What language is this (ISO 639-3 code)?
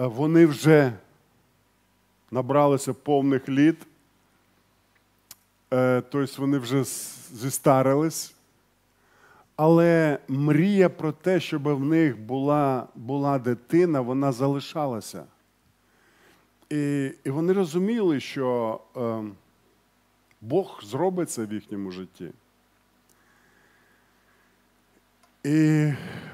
ukr